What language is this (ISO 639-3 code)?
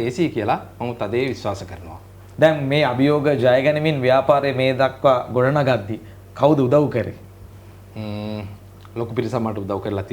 sin